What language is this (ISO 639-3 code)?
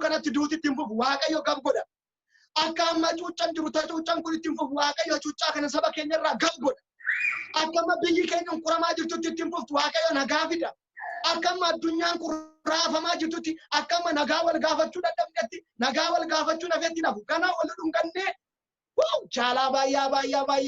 orm